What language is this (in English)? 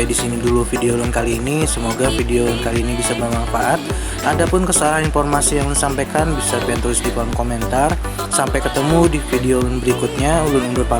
Banjar